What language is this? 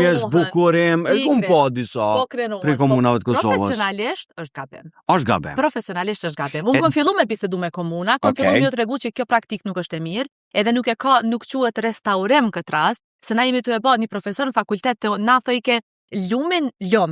Albanian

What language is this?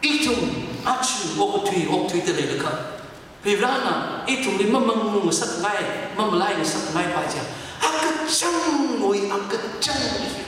Tangkhul Naga (India)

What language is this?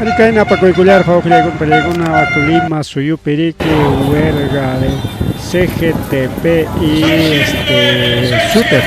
Ayacucho Quechua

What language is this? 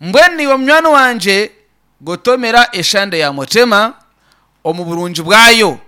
Nyankole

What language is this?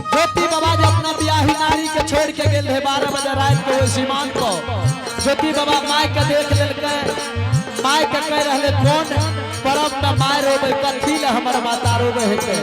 Angika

